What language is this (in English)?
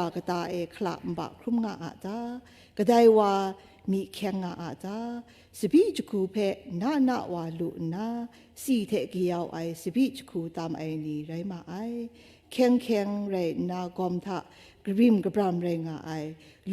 Kachin